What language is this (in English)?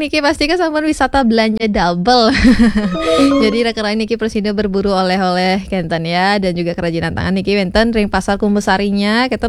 Balinese